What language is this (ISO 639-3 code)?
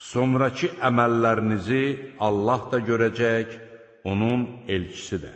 aze